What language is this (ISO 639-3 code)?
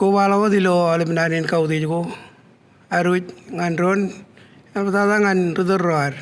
mah